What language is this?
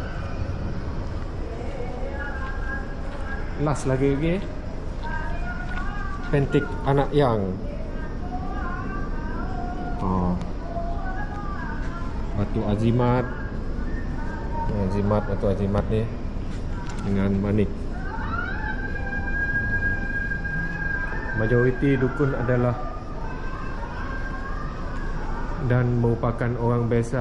Malay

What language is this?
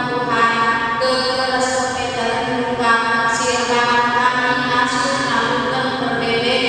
Batak Karo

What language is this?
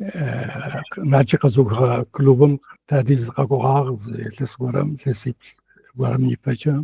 Adyghe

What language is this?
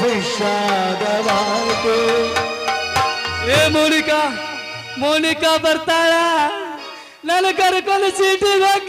Kannada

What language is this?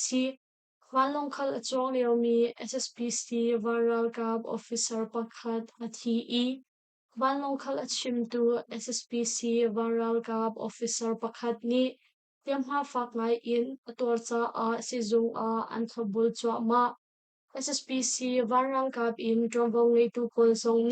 Hakha Chin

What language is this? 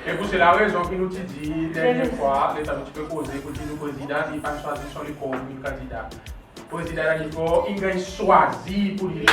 Seselwa Creole French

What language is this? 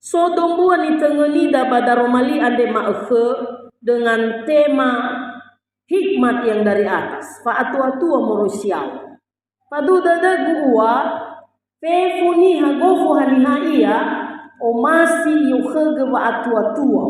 Nias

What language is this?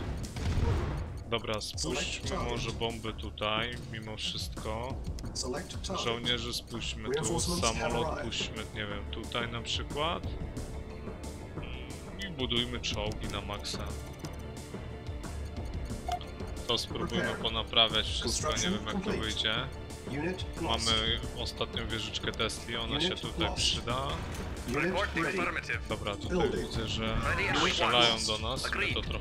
Polish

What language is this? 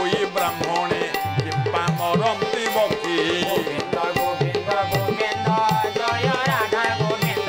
Odia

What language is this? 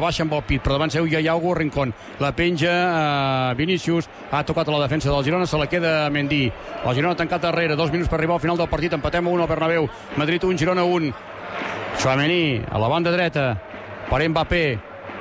Catalan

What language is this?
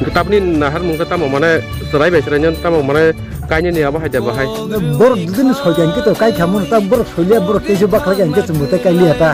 Kok Borok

